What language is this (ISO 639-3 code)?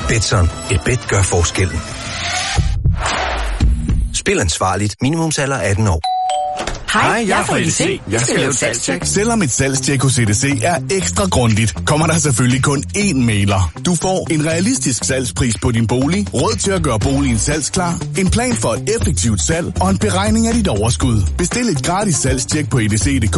dan